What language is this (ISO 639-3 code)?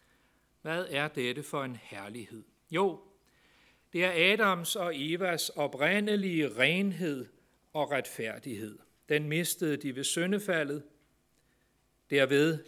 dan